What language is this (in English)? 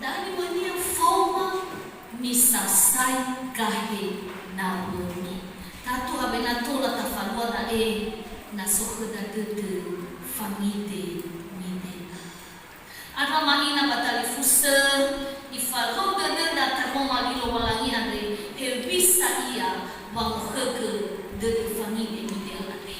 Nias